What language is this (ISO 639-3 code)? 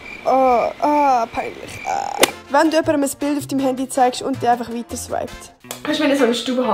gsw